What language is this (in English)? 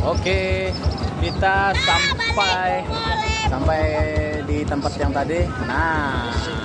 Banjar